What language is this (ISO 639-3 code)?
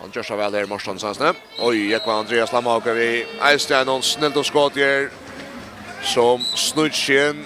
fao